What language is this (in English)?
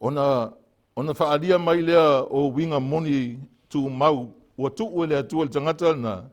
Samoan